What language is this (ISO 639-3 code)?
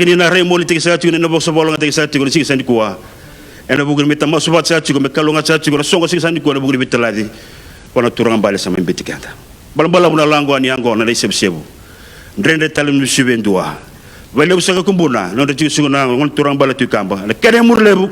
fij